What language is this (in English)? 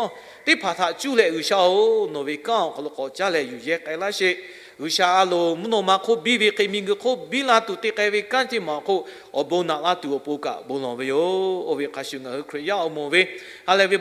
Lahu